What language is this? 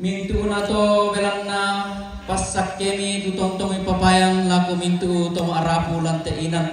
Toraja-Sa'dan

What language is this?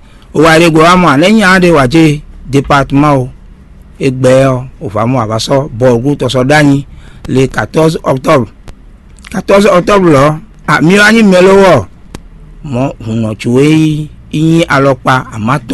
Fon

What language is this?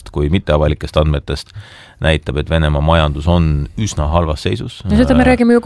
Estonian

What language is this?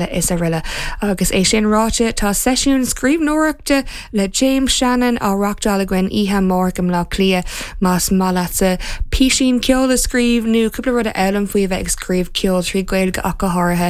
Irish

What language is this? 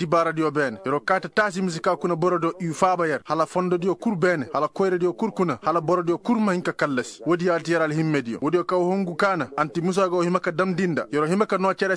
Koyraboro Senni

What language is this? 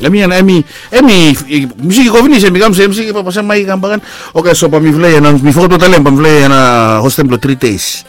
Bislama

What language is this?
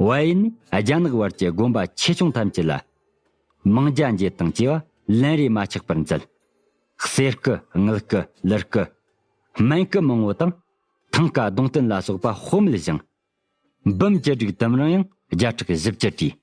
Tibetan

